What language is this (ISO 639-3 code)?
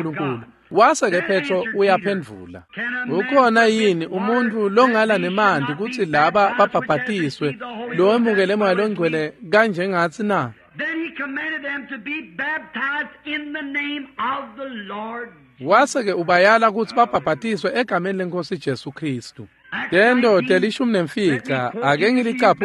ssw